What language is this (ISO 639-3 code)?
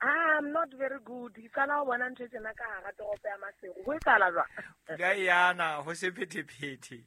sot